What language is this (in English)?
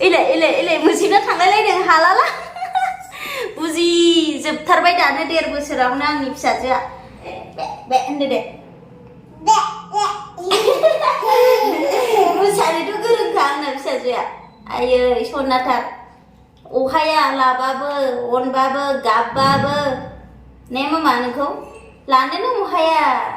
Bodo